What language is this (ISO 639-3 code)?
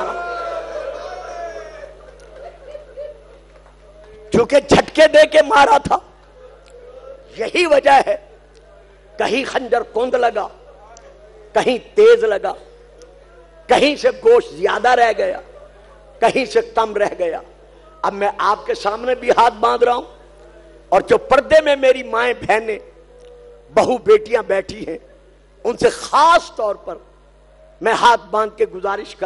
urd